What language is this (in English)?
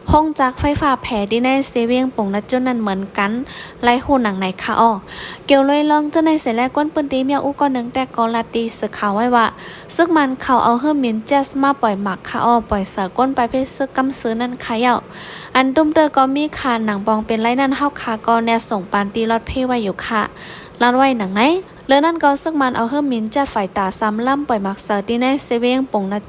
Shan